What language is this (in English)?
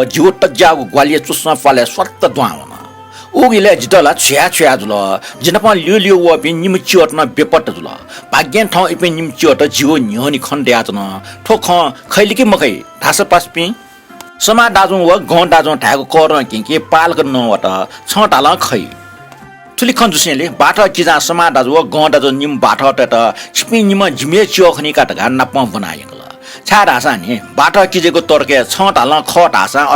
Newari